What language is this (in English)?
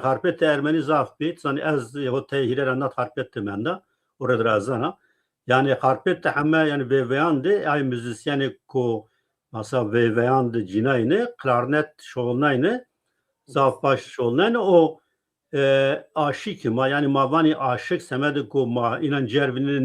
Zaza